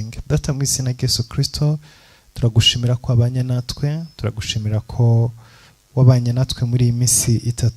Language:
Kinyarwanda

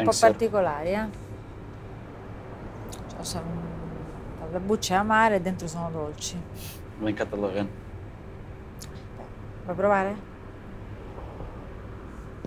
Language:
Italian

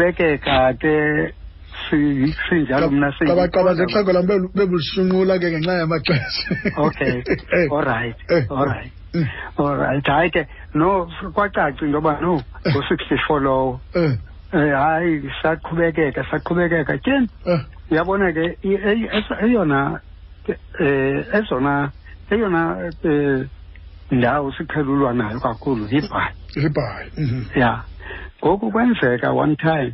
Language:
Xhosa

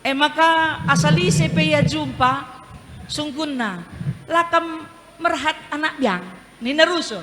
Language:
Batak Karo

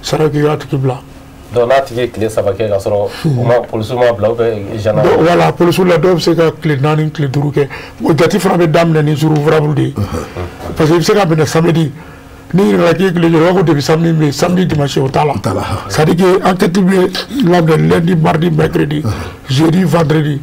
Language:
Bambara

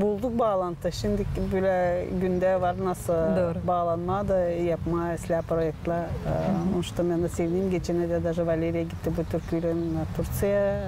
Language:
Gagauz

